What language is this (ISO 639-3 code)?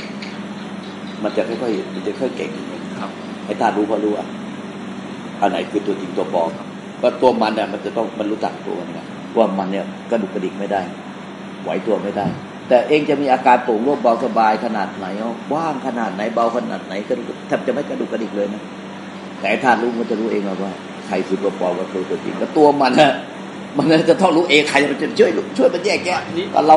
tha